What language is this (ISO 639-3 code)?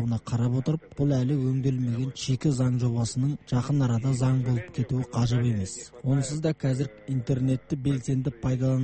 kaz